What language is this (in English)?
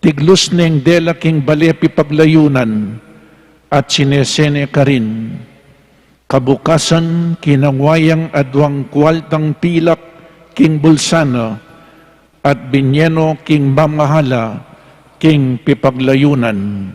Pampanga